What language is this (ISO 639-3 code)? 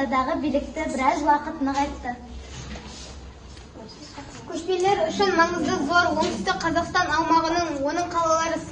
kaz